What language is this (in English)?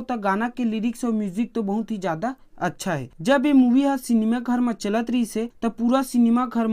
Chhattisgarhi